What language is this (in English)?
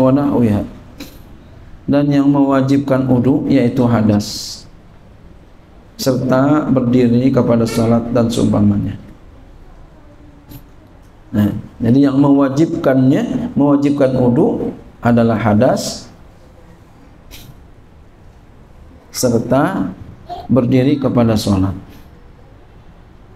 Indonesian